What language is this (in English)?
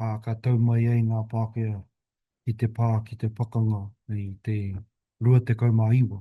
Māori